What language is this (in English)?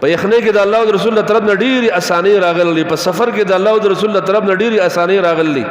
Pashto